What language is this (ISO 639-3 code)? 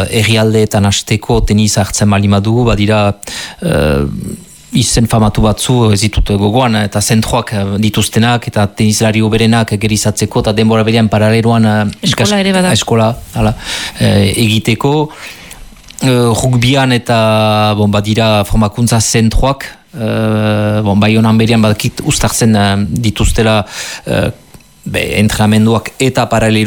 eus